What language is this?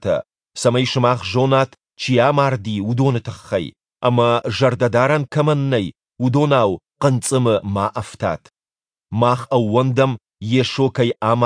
Ossetic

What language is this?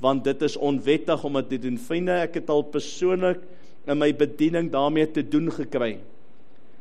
Afrikaans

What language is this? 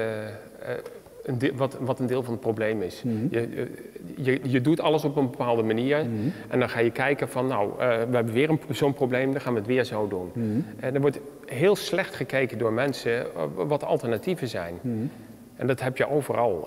Dutch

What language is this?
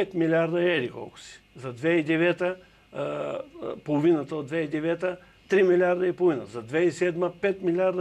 Bulgarian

